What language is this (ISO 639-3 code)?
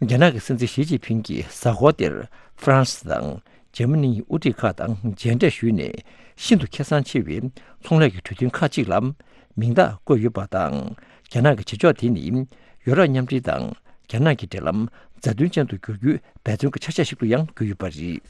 bod